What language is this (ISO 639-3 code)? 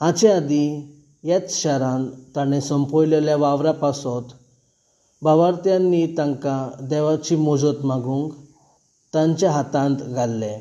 kok